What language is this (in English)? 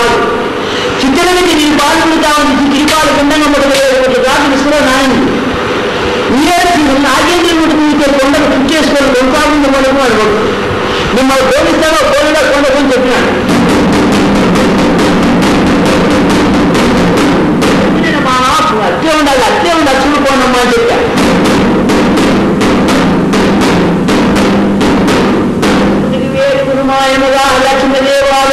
Telugu